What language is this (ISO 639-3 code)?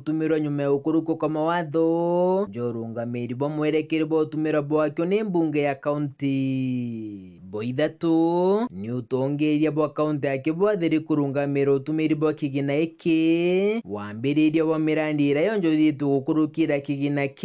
mer